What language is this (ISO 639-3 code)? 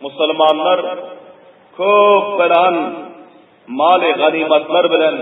tuk